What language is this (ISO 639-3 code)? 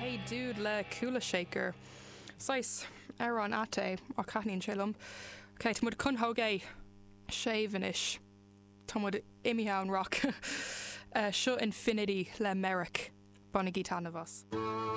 gle